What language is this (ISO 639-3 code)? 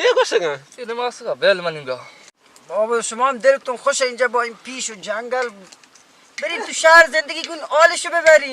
bal